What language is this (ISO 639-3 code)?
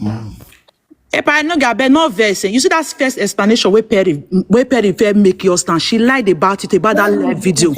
pcm